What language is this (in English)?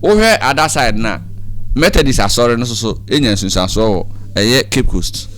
Akan